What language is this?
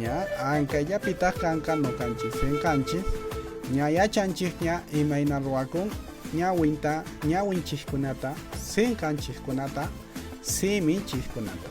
Quechua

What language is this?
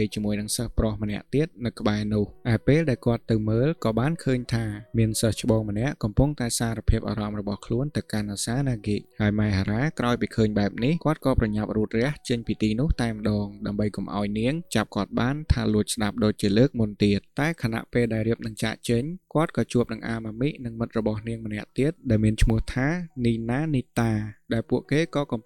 Khmer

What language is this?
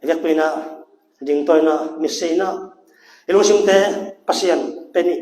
Tedim Chin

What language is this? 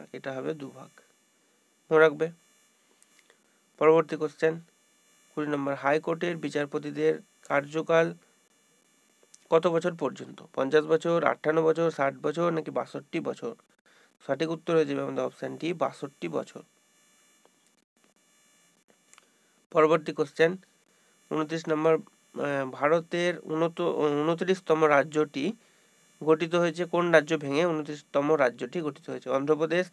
Bangla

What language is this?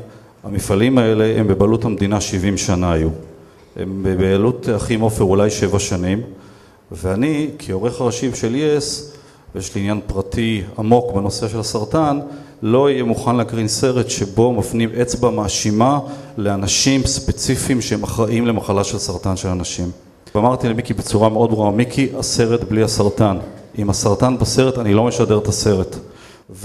Hebrew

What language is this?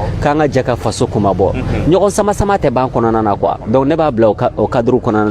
Bambara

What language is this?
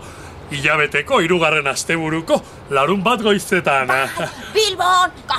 Basque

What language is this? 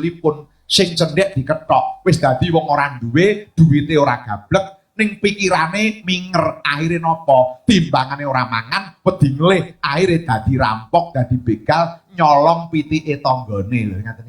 Javanese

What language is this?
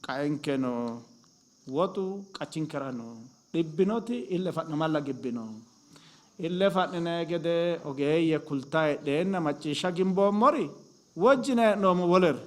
Sidamo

